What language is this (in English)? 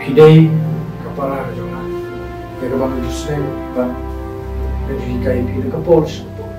Khasi